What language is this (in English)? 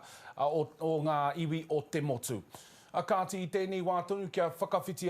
Māori